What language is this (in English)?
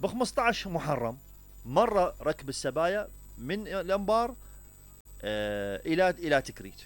Mesopotamian Arabic